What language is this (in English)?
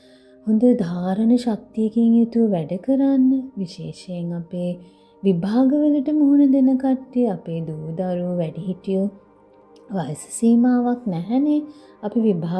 Sinhala